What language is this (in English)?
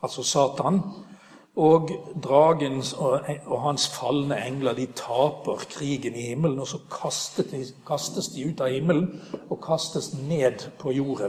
Norwegian